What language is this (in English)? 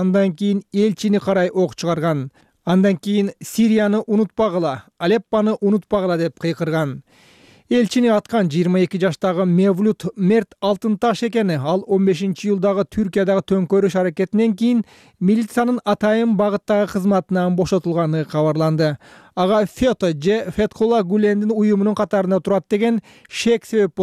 Kyrgyz